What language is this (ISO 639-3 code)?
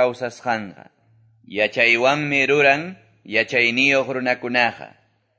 que